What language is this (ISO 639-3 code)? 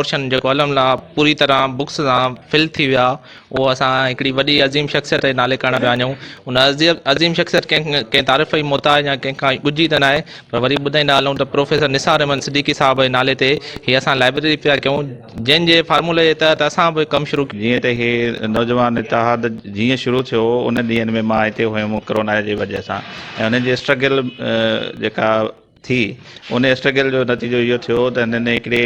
snd